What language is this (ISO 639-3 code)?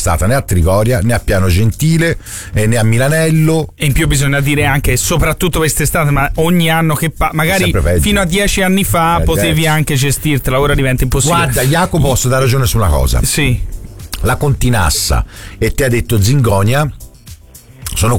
ita